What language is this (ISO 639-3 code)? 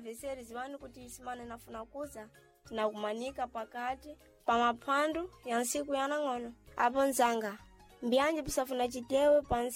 seh